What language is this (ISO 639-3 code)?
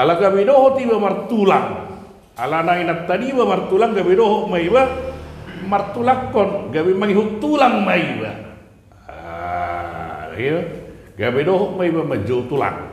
bbc